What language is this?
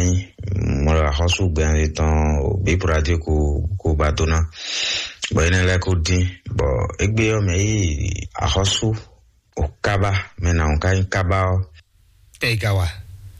Fon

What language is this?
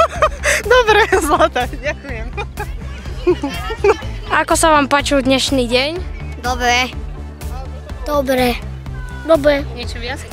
Slovak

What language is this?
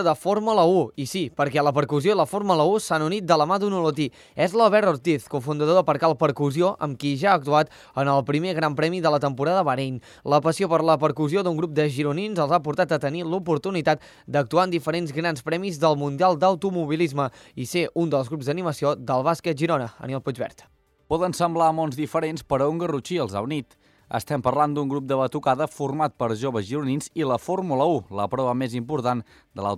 Catalan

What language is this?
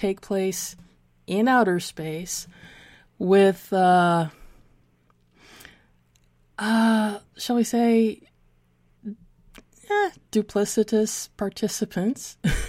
English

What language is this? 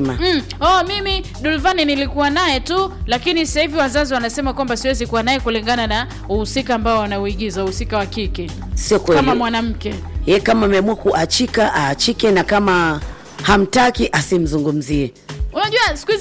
Swahili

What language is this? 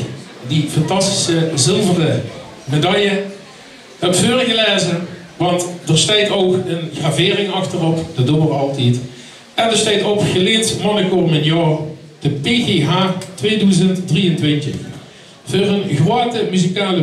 Limburgish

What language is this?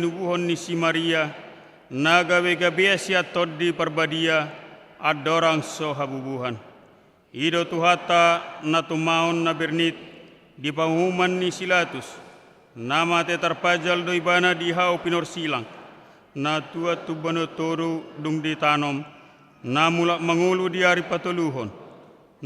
Batak Toba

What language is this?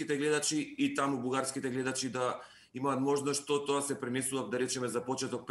Macedonian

